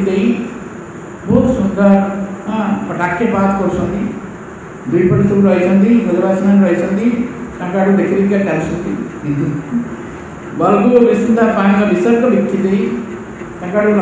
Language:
Odia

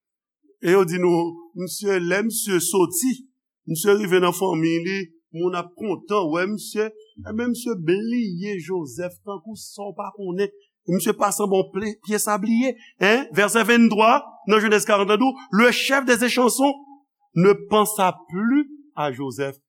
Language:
Haitian Creole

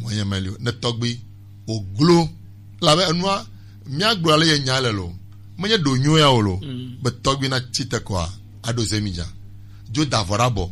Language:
Gen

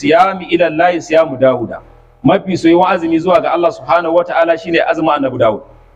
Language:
Hausa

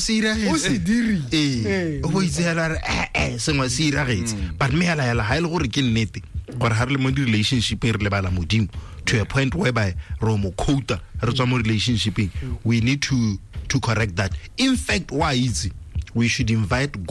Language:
Tswana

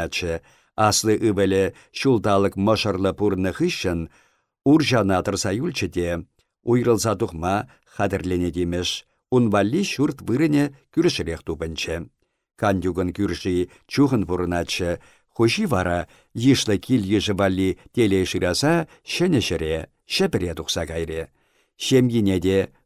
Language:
Chuvash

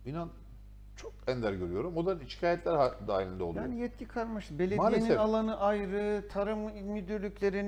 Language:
Turkish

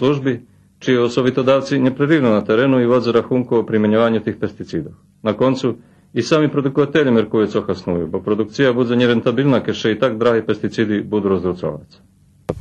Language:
Rusyn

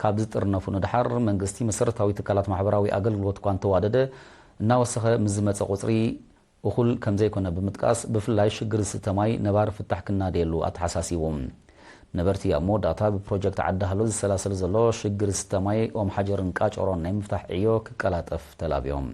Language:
Tigrinya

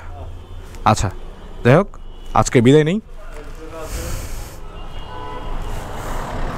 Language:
Bangla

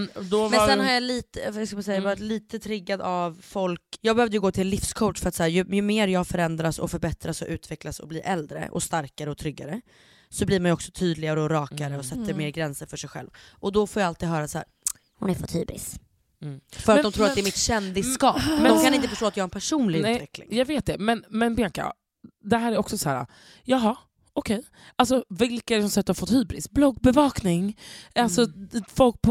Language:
Swedish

